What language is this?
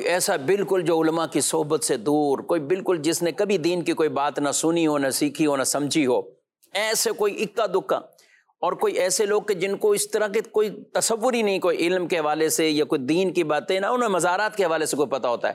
Urdu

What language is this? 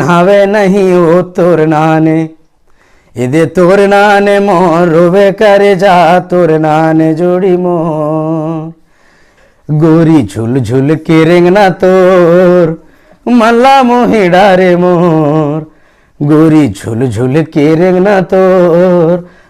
Chhattisgarhi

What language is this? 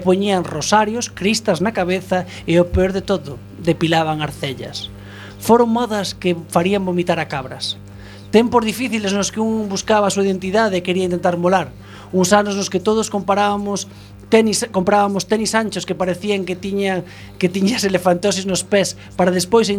Galician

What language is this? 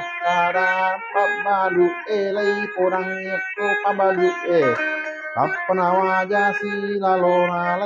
Buginese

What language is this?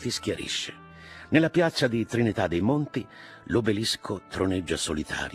Italian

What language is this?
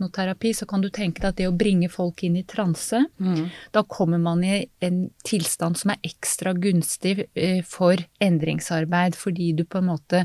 Norwegian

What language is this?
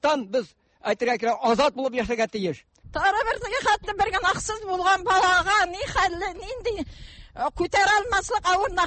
Tatar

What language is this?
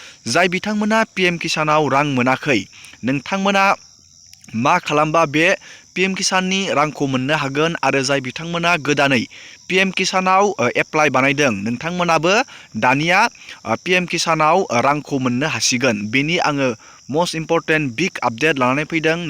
Bodo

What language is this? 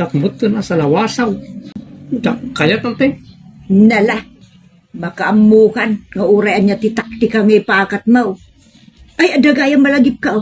Iloko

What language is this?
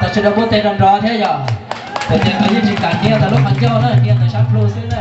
Hmong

